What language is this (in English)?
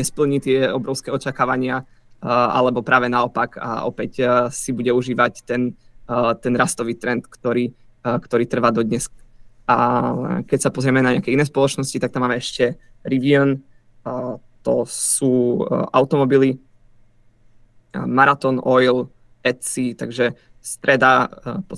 Slovak